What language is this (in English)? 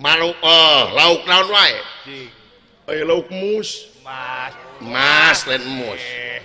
Sundanese